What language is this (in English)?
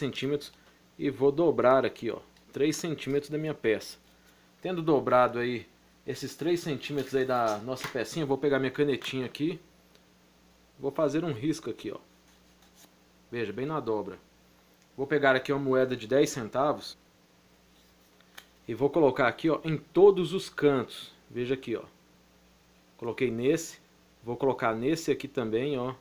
Portuguese